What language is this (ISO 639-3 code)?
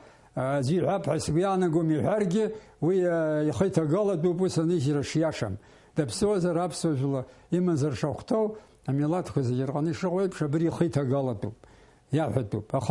abk